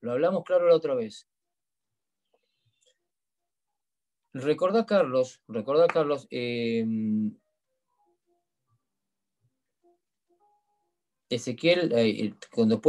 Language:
Spanish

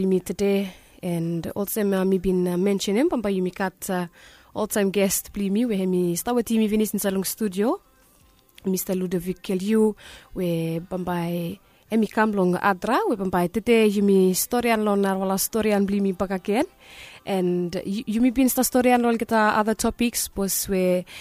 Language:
Bislama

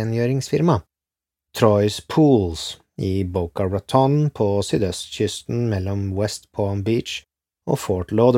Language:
Norwegian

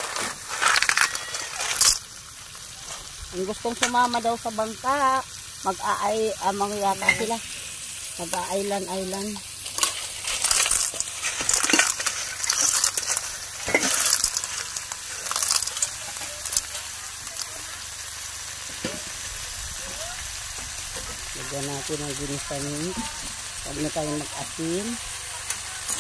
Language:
Filipino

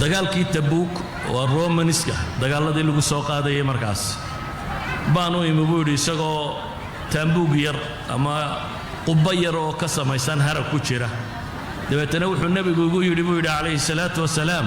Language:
Somali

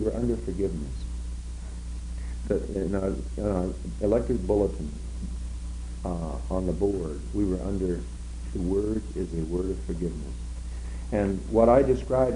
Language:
English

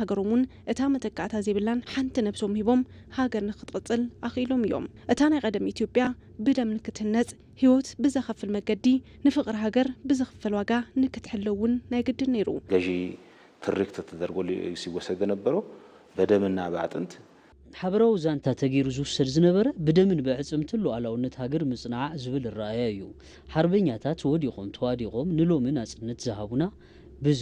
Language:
Tigrinya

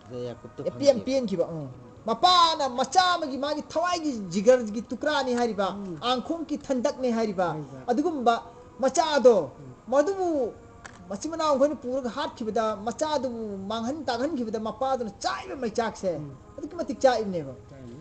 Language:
Manipuri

